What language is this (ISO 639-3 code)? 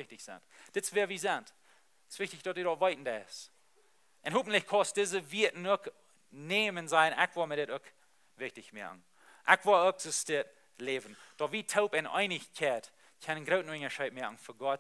pdt